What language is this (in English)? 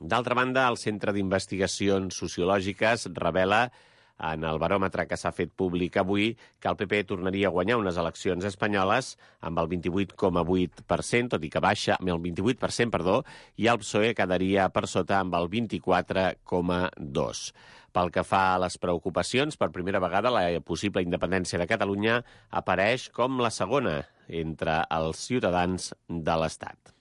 Catalan